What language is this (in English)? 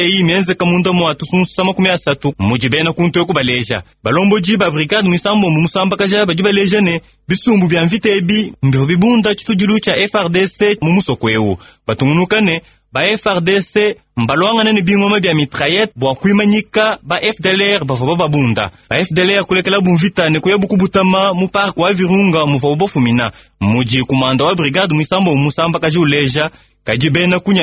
Luba-Lulua